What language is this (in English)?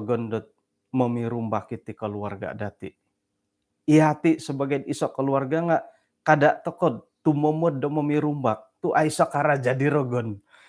Central Dusun